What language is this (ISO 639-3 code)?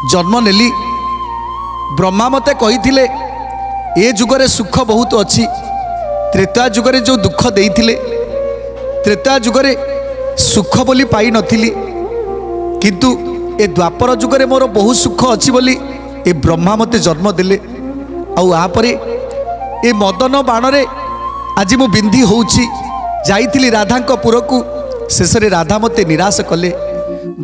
ori